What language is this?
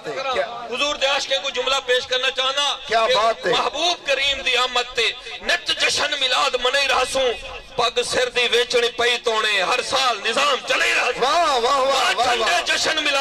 Saraiki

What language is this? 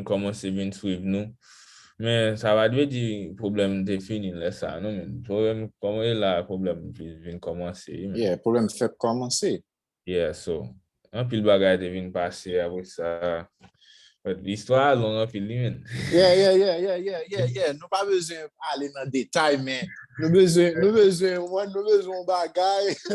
Haitian Creole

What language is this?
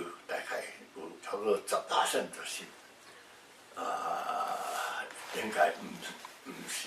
Min Nan Chinese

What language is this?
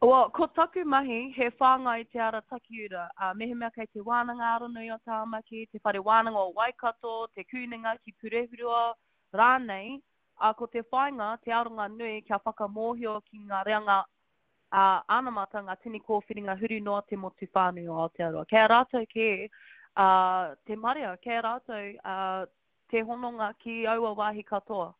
Māori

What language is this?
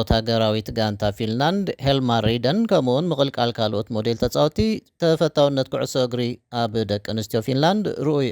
Tigrinya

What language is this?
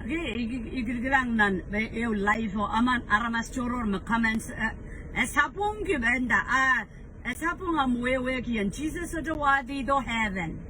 Pohnpeian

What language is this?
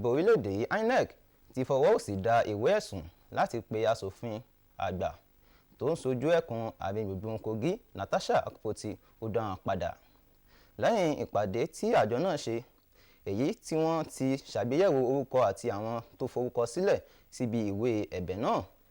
Yoruba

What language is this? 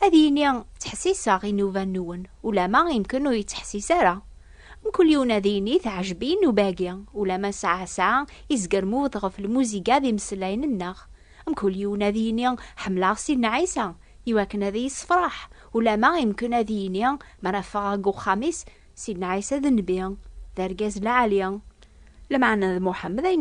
Kabyle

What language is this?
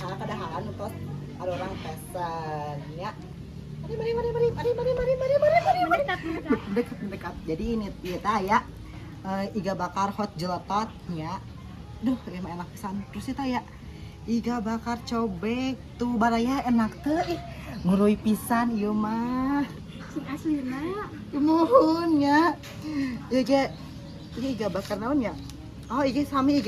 Sundanese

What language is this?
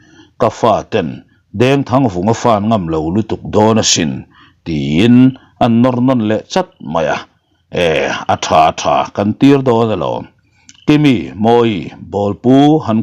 Mizo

